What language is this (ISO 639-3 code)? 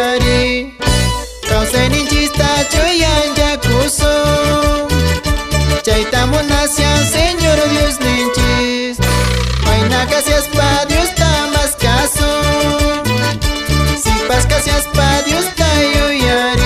que